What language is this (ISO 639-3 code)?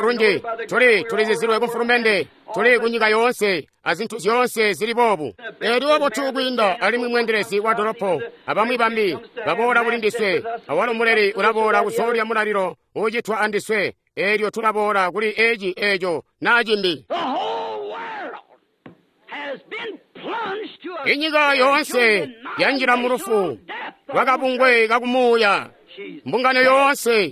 toi